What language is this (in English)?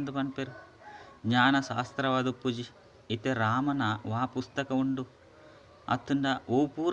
Tulu